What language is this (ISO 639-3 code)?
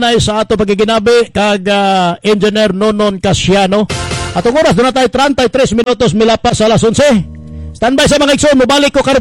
ceb